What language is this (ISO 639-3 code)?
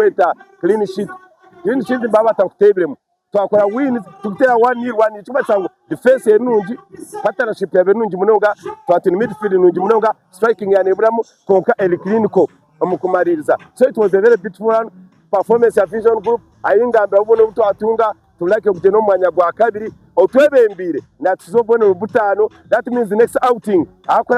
nyn